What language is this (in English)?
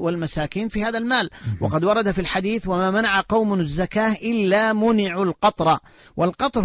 Arabic